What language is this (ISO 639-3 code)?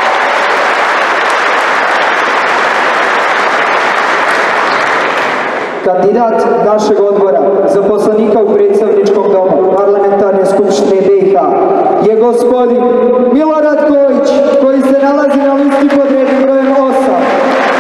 srp